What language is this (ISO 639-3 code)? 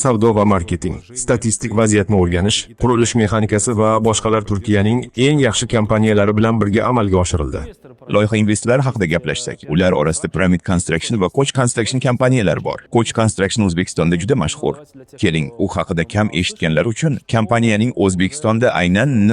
uzb